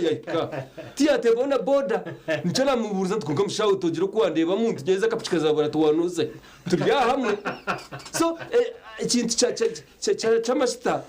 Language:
Nyankole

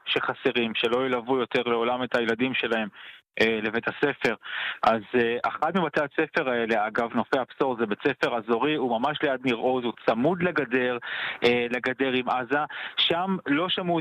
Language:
Hebrew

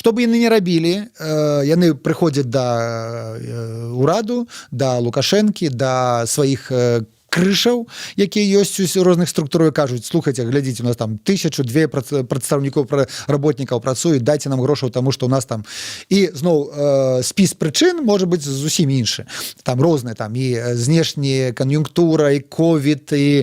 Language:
Belarusian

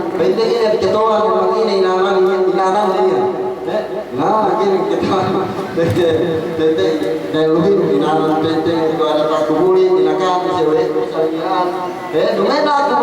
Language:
Yakan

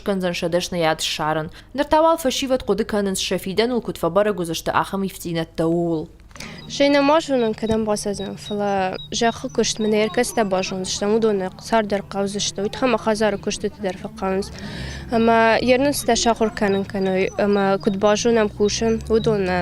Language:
Ossetic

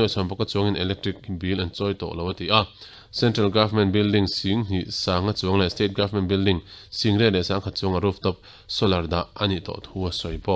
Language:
Mizo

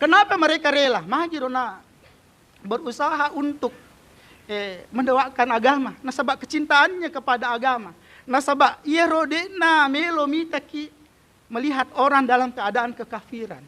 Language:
Buginese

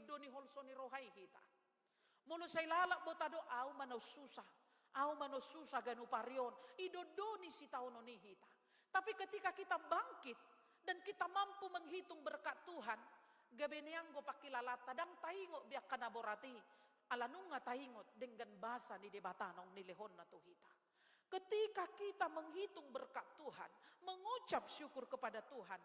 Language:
Batak Toba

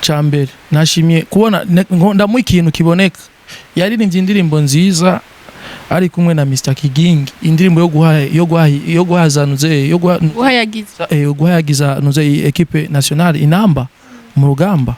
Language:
Rundi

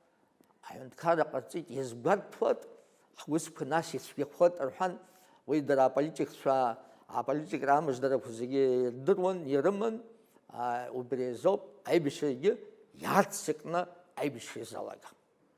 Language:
Abkhazian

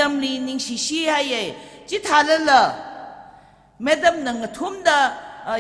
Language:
Tangkhul Naga (India)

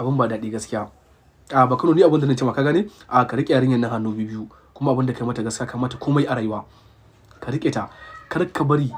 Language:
Hausa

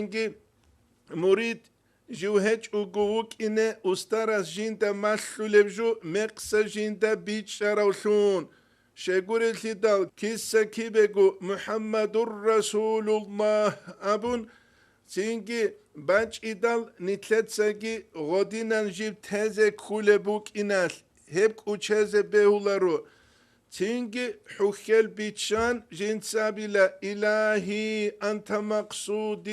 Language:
Avaric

